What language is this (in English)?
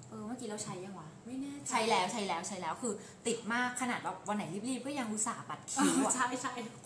Thai